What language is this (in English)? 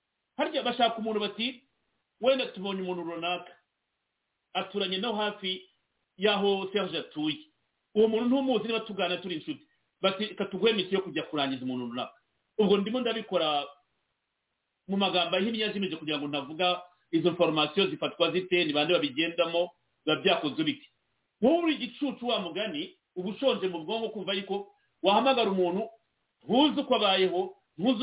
Kinyarwanda